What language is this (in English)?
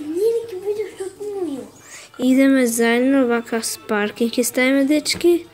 Macedonian